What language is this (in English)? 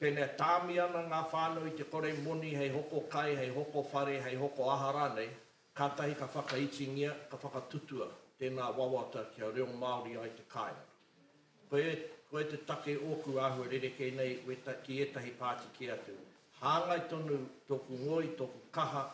Māori